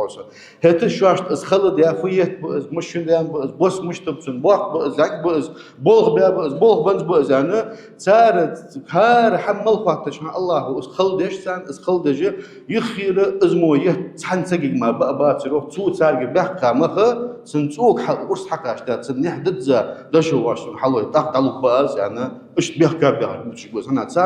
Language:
Ingush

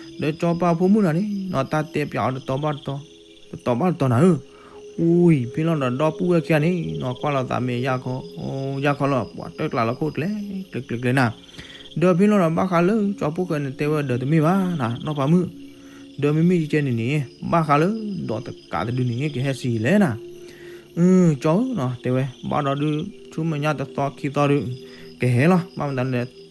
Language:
S'gaw Karen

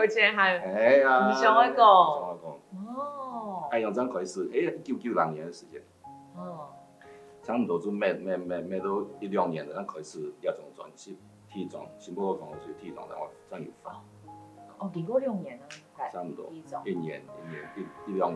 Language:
Hakka Chinese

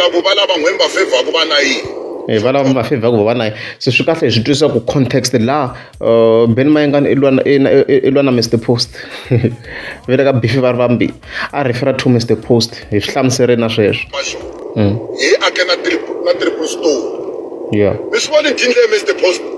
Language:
Tsonga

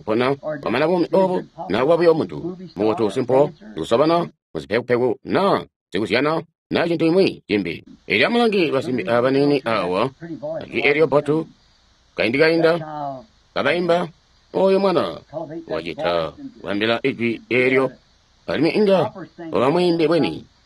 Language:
Tonga (Zambia)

